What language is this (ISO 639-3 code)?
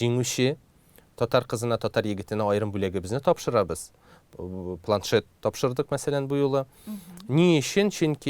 tat